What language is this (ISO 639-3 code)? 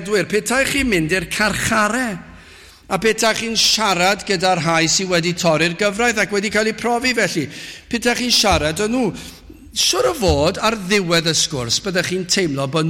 cym